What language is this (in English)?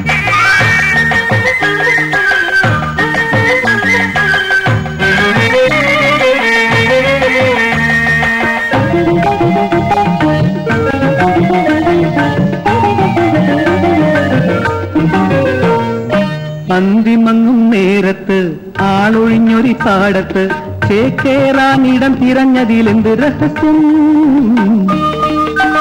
Malayalam